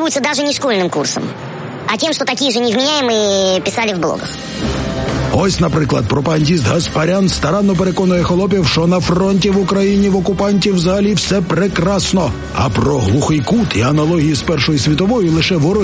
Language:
Ukrainian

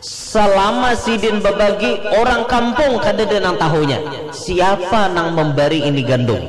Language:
Banjar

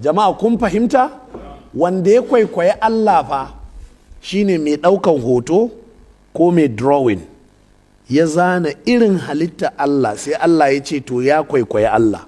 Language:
Hausa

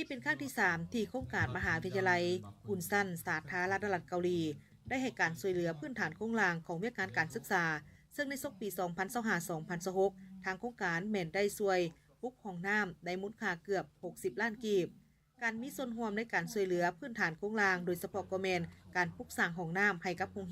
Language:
Lao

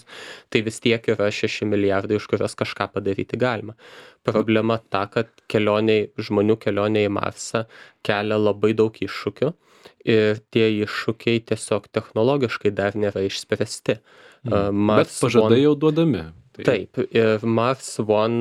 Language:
Lithuanian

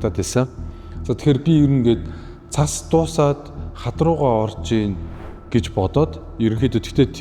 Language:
Mongolian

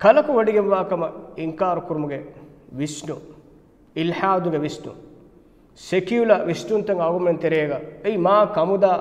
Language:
Divehi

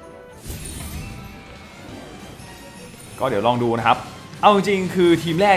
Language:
Thai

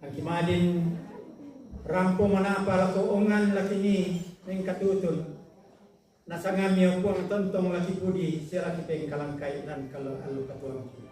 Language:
Toraja-Sa'dan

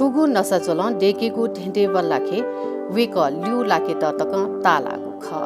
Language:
Newari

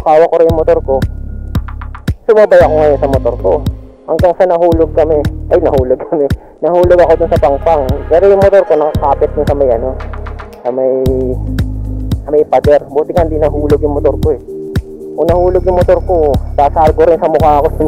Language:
Filipino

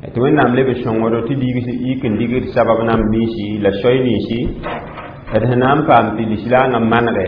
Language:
Mossi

